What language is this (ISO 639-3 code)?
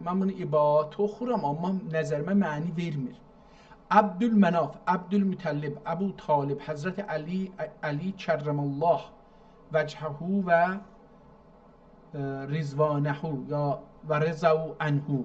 azb